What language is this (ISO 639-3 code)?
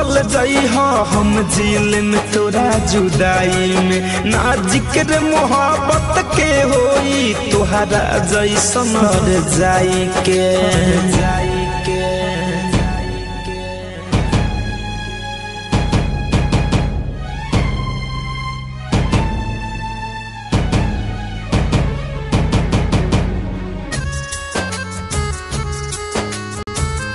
bho